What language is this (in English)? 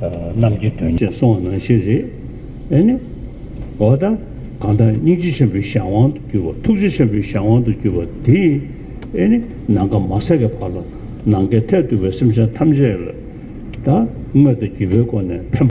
Amdo Tibetan